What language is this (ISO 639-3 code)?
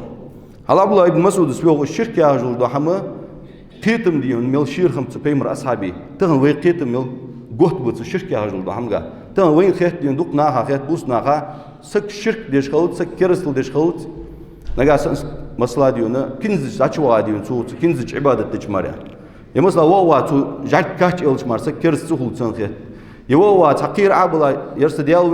inh